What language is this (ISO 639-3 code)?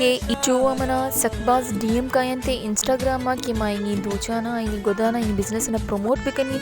bal